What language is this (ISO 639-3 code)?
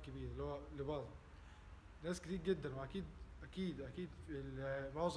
arz